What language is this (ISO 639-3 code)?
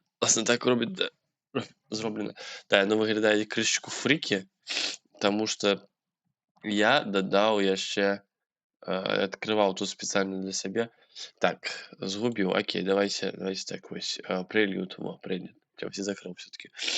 bel